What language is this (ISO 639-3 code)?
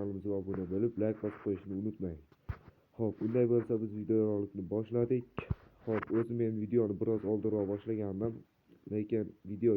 uzb